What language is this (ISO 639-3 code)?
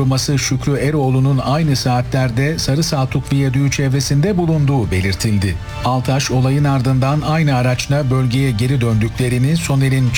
tur